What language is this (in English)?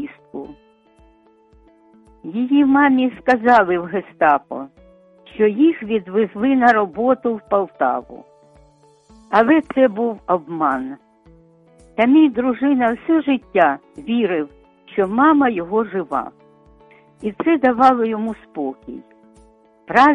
Ukrainian